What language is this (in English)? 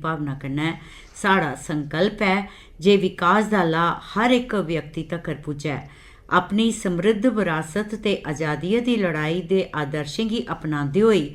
Dogri